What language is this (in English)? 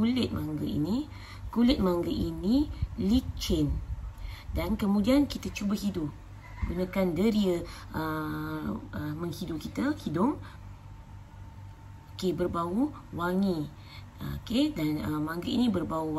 Malay